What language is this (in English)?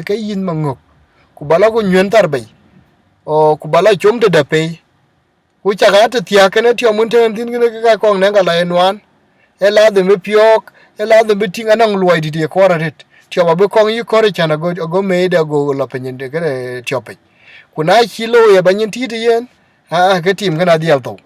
Dinka